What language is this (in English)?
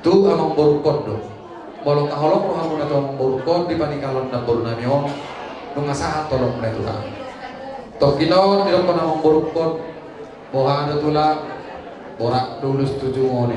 Batak Toba